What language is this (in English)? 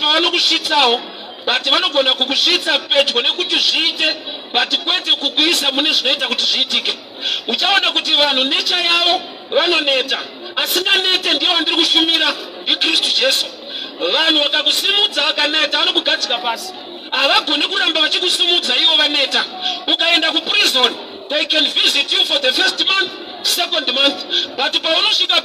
Shona